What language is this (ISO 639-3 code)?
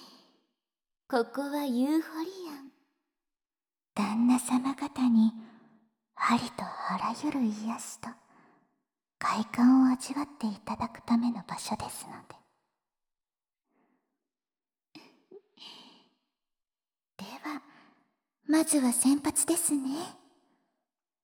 jpn